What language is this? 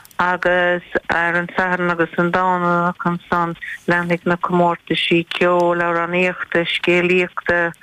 Irish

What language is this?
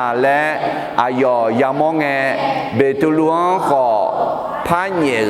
Akha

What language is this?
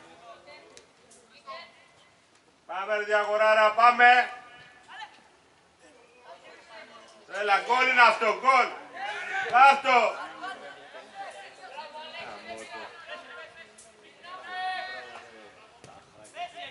Greek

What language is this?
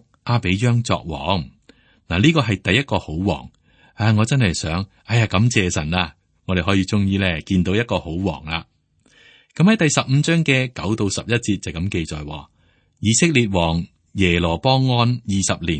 Cantonese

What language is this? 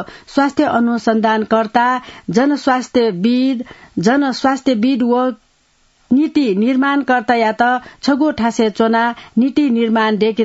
Newari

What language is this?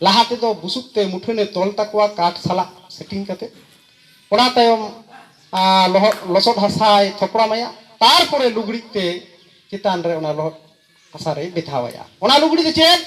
Santali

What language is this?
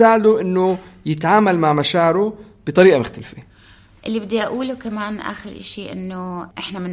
North Levantine Arabic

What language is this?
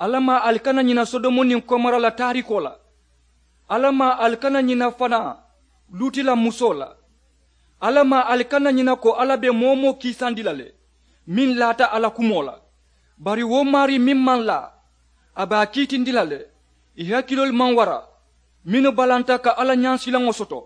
Mandingo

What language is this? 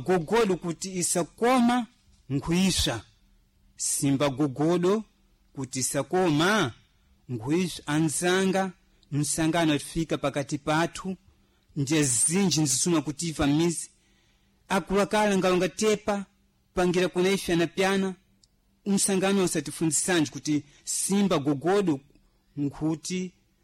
Sena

